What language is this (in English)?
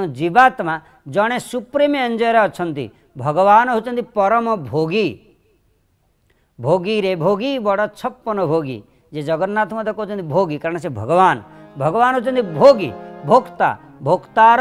Odia